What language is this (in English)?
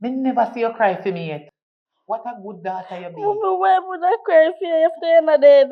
Jamaican Creole English